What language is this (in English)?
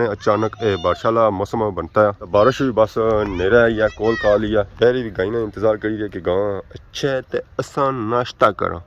Pahari-Potwari